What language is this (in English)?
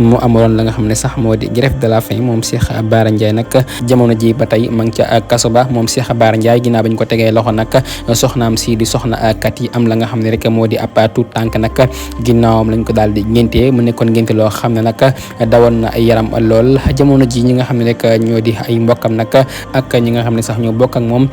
Wolof